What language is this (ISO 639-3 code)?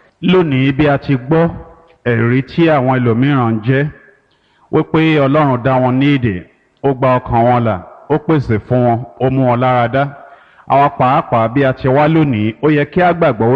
yor